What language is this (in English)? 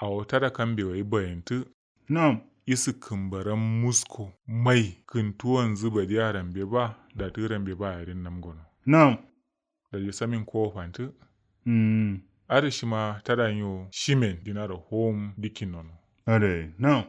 Kanuri